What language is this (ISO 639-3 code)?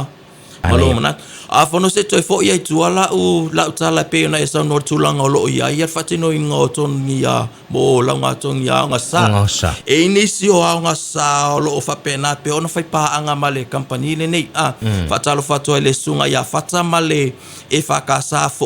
smo